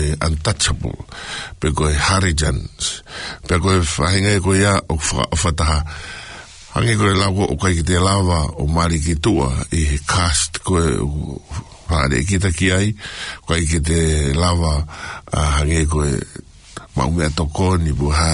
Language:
Tongan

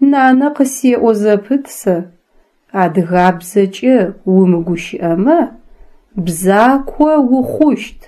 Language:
Adyghe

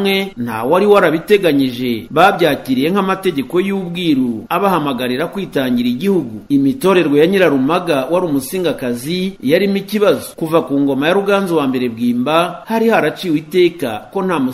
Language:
Kinyarwanda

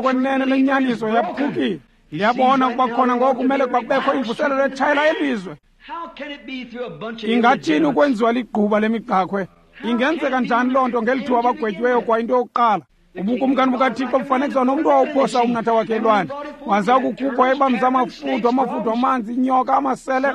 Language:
Xhosa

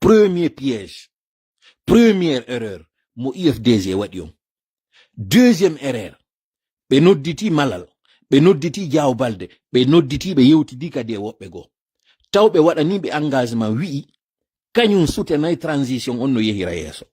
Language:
Pular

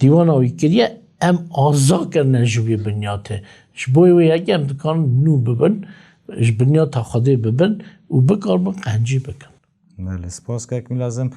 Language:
Kurdish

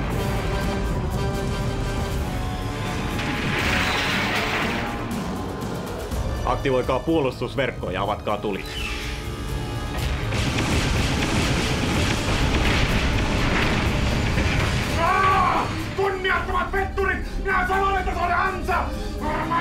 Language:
Finnish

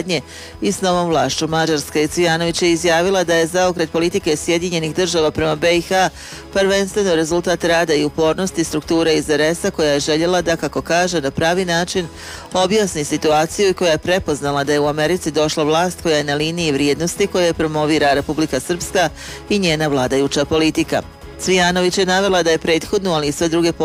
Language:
Bosnian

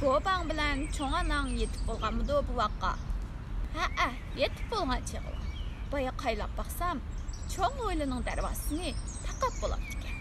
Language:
Uyghur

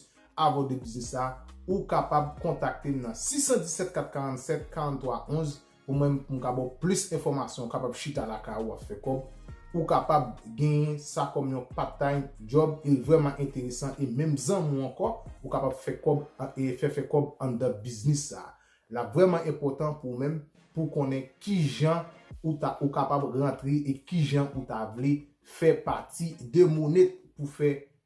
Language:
Haitian Creole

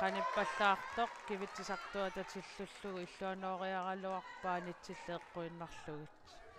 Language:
Kalaallisut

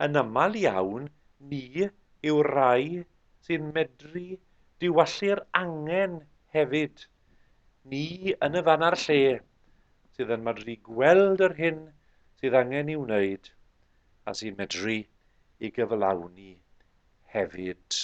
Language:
Welsh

